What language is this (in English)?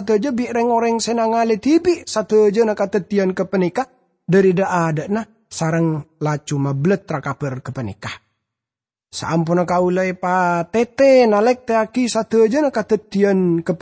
Madurese